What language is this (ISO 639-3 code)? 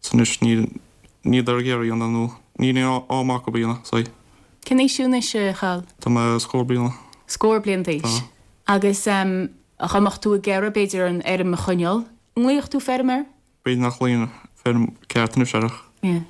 gle